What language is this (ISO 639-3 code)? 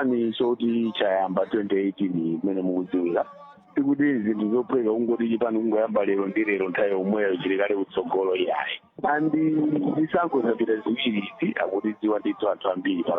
nya